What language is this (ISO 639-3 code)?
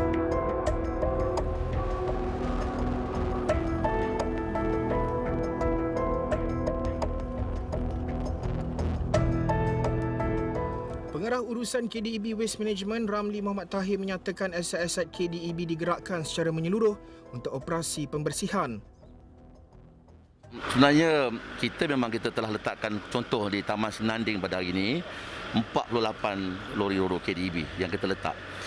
msa